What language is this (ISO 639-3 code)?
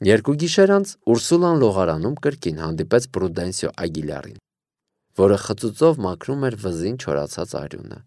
hye